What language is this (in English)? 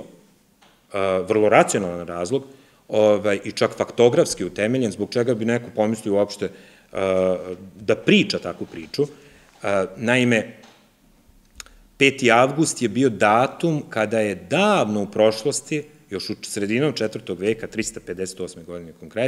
Serbian